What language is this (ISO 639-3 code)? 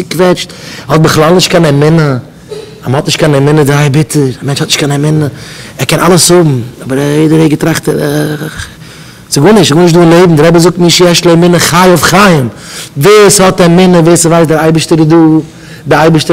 yid